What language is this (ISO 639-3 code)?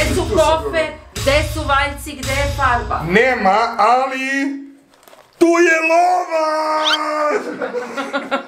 srp